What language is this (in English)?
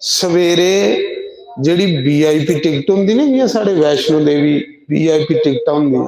Dogri